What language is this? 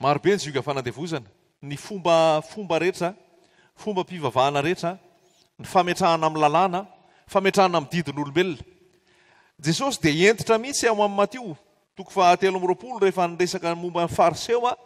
Malagasy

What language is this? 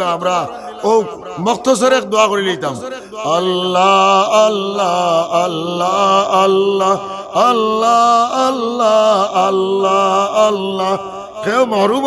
Sylheti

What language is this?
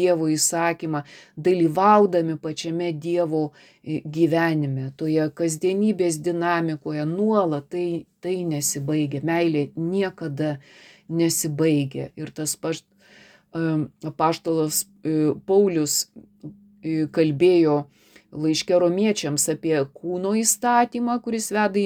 Lithuanian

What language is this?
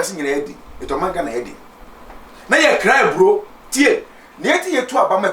Akan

